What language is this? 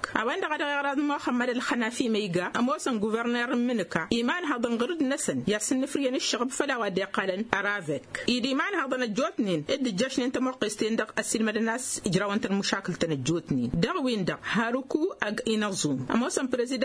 Tamasheq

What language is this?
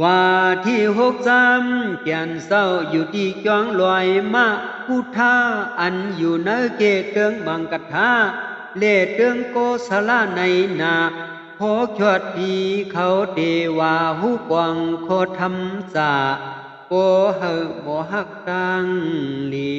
Shan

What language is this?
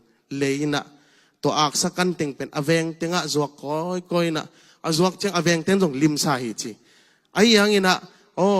Tedim Chin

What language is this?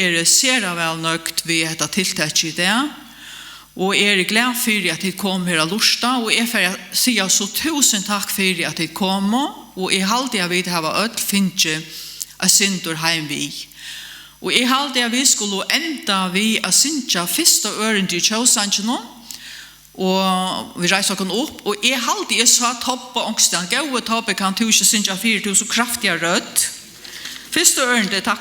Faroese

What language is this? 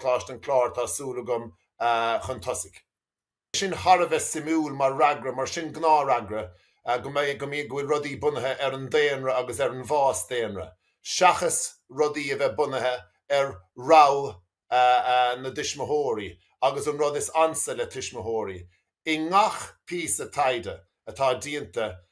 Irish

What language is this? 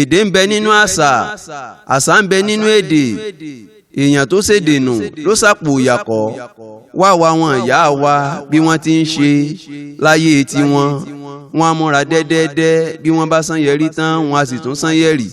Yoruba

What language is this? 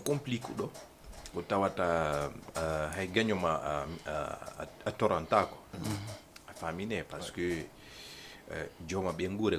Fula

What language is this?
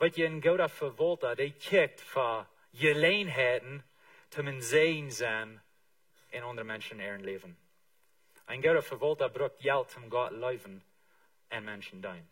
Plautdietsch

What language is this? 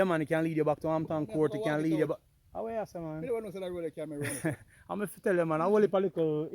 Jamaican Creole English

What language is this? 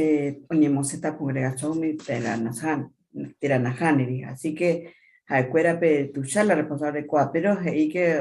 Guarani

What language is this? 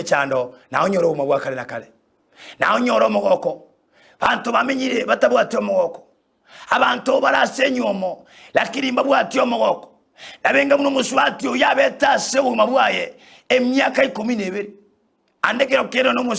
Gusii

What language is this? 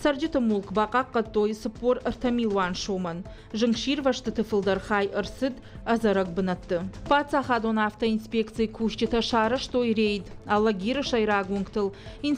Ossetic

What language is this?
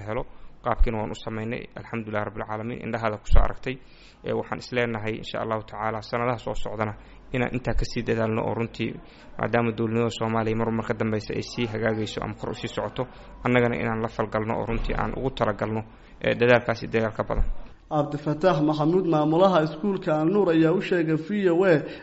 Somali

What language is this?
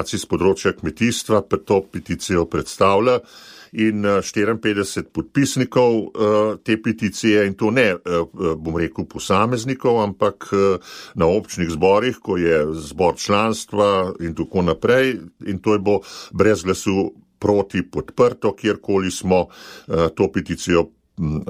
Slovenian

